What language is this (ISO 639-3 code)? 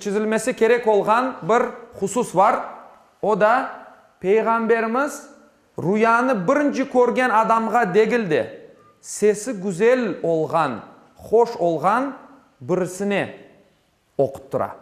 crh